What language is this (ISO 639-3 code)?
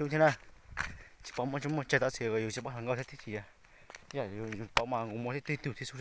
hmn